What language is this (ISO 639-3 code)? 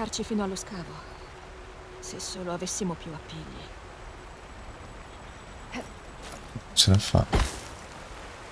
ita